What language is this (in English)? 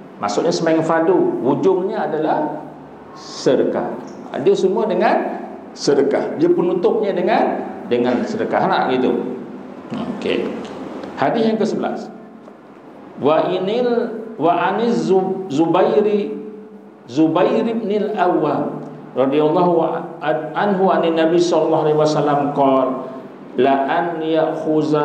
Malay